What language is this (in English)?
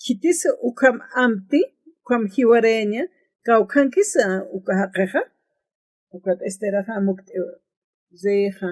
Aymara